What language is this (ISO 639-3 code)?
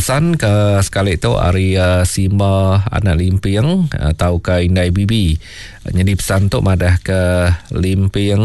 iba